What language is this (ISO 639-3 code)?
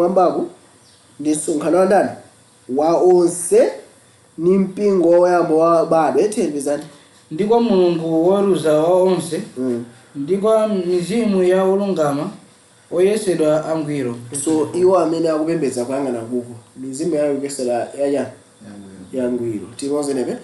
nya